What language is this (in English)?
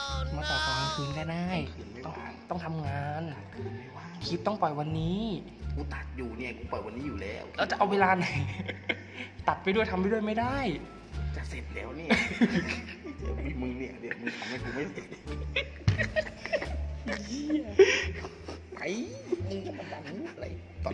Thai